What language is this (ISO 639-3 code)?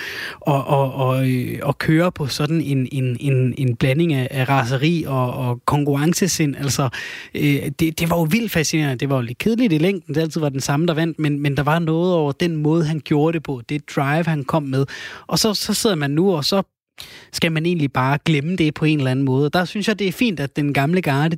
dan